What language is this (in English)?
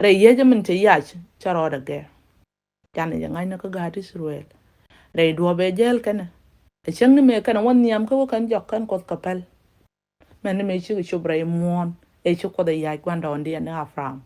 Nuer